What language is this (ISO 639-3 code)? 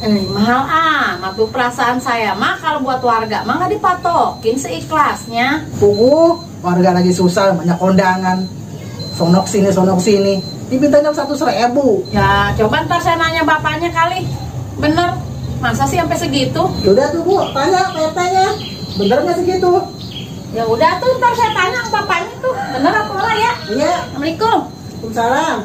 bew